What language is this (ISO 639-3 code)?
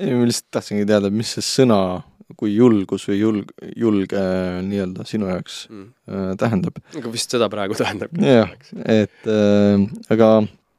est